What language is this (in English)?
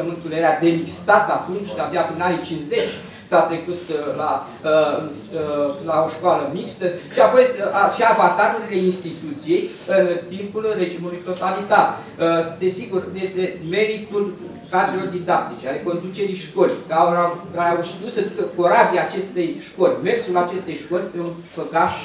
Romanian